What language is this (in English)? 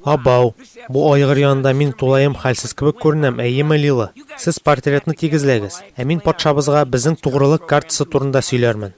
Tatar